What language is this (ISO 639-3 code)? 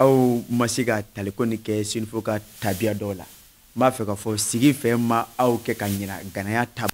bam